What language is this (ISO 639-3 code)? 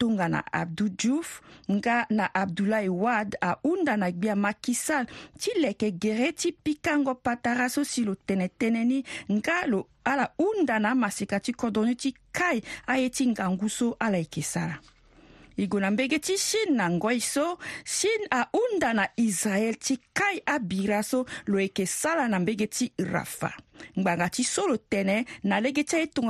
sag